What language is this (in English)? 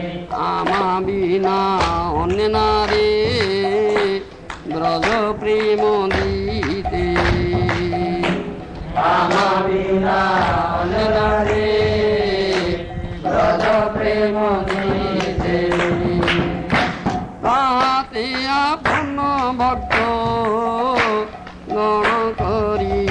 Odia